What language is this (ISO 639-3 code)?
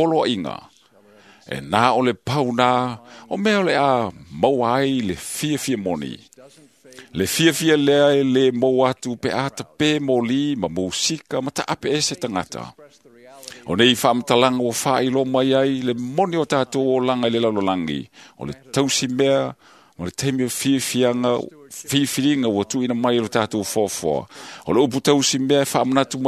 smo